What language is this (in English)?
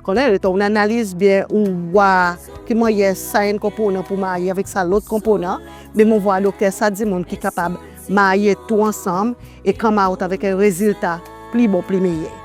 Seselwa Creole French